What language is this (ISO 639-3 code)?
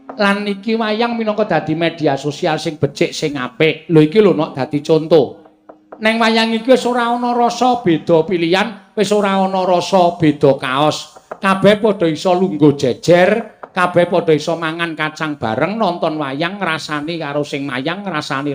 jav